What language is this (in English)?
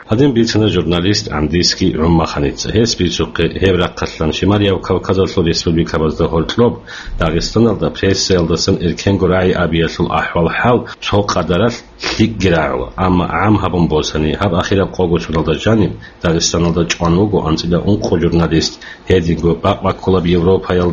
Avaric